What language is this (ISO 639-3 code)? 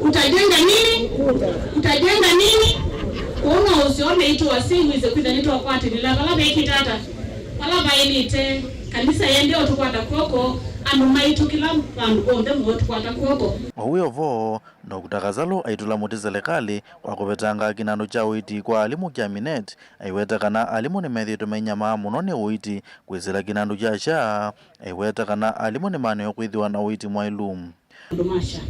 kam